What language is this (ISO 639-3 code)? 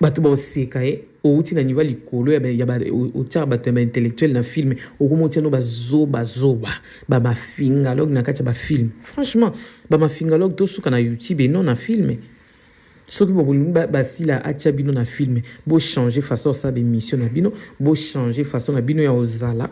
lin